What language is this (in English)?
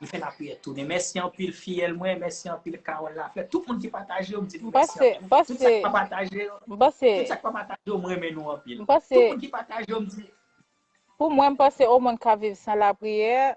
Haitian Creole